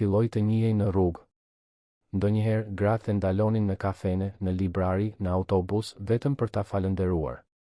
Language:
Albanian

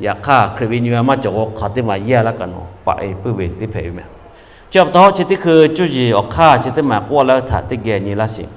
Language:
Lahu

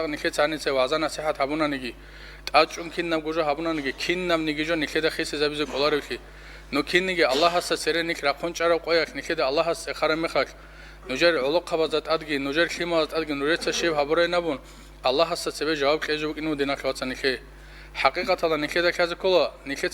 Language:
Avaric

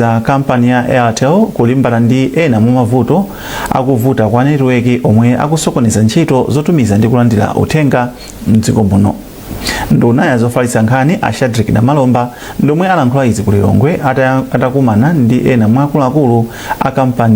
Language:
Nyanja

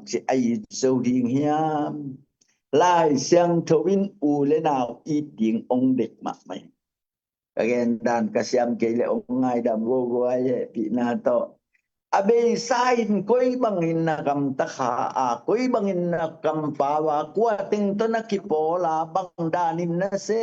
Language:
Tedim Chin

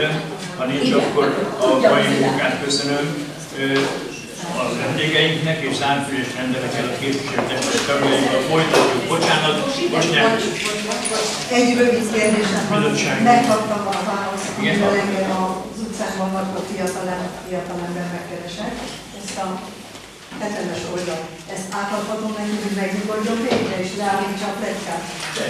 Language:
Hungarian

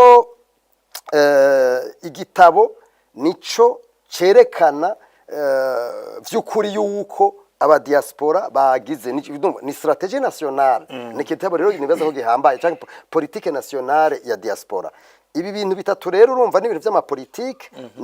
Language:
Rundi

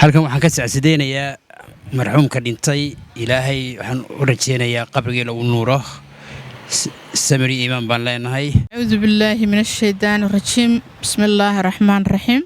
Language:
Somali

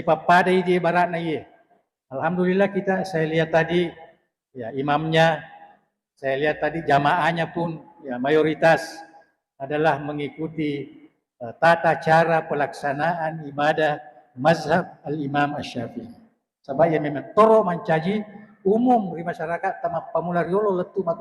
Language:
Buginese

